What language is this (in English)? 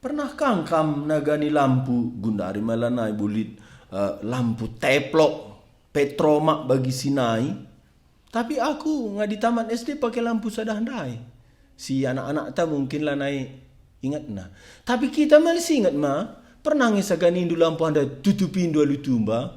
Batak Karo